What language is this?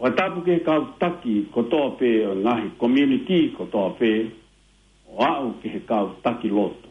Tongan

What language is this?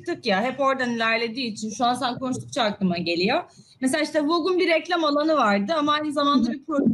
Turkish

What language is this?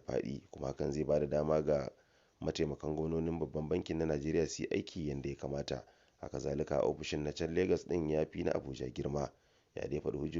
Hausa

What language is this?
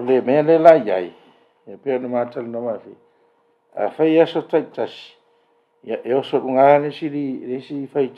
Samoan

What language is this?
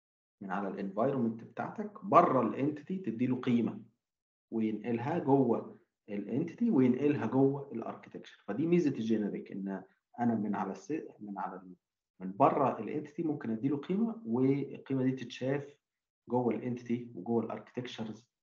Egyptian Arabic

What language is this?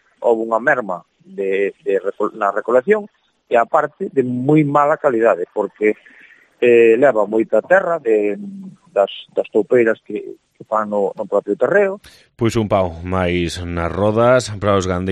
Galician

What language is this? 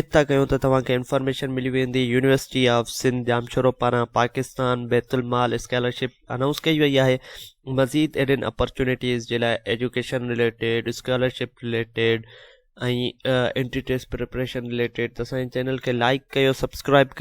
Sindhi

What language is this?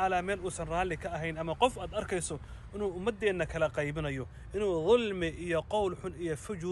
Somali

